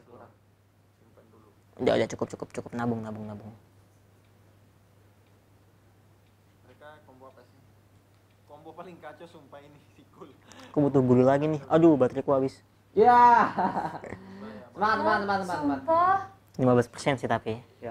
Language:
Indonesian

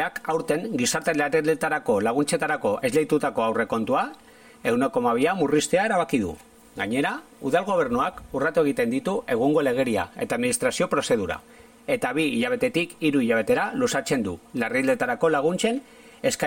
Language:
Basque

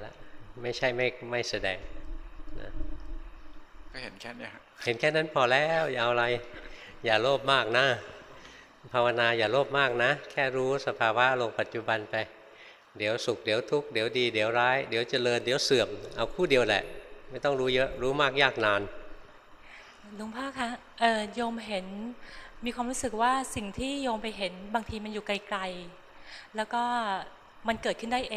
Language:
Thai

